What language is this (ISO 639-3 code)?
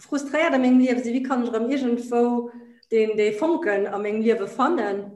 ltz